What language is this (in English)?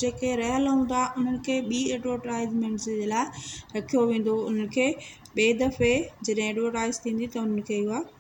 Sindhi